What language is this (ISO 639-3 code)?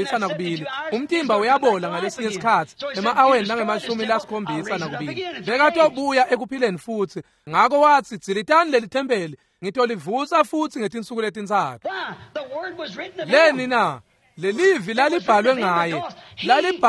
ssw